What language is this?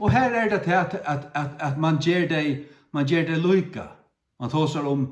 Faroese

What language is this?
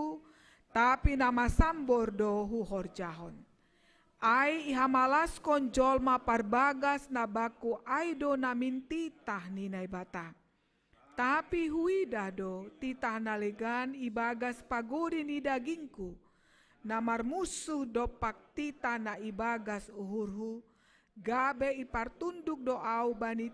Batak Simalungun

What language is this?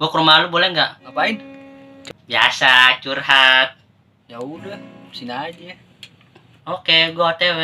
Betawi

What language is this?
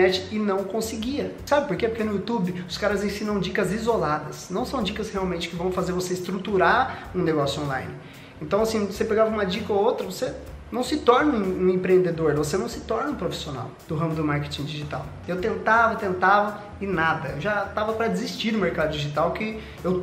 Portuguese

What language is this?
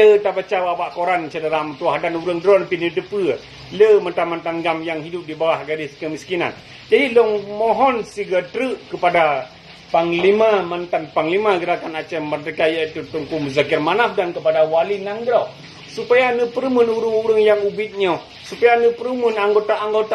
Achinese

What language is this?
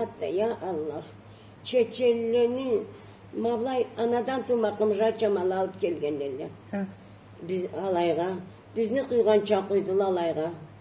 Karachay-Balkar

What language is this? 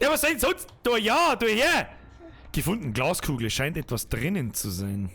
Bavarian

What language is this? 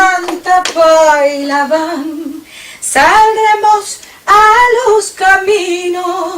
Ladino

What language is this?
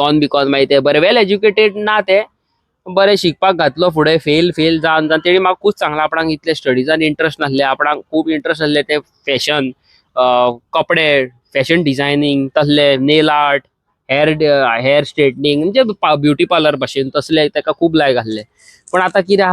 Konkani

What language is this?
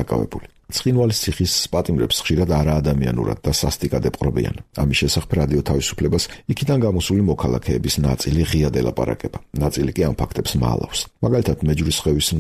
Georgian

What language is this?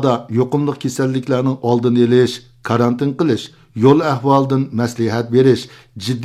Uyghur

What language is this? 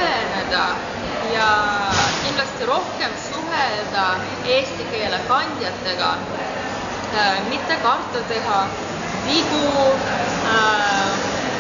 Estonian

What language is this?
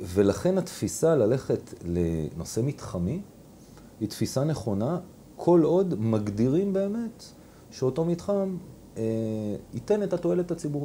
Hebrew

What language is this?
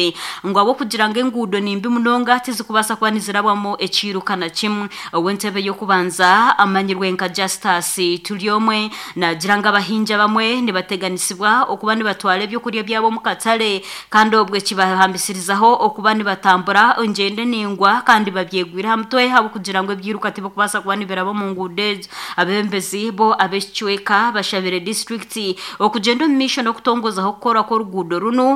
Nyankole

